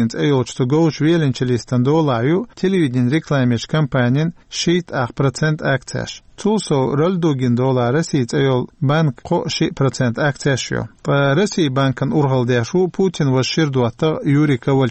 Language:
Chechen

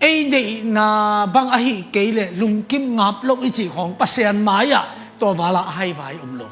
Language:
Tedim Chin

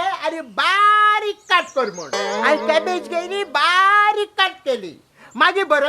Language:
Konkani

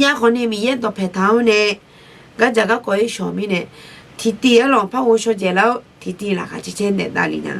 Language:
Akha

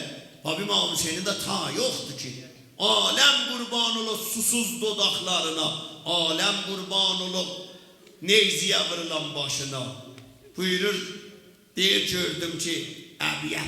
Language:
South Azerbaijani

